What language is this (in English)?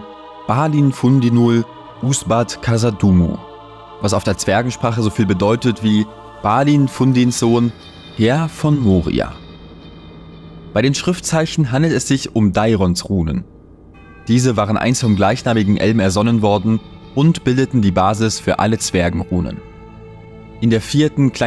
German